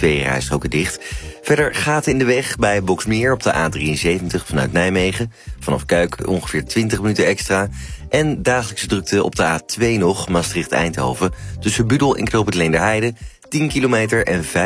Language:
Dutch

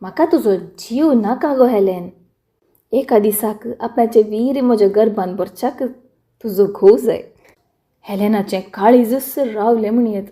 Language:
Konkani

